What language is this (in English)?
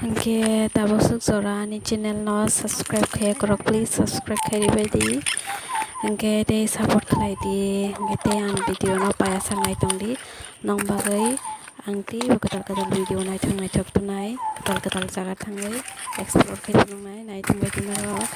Kok Borok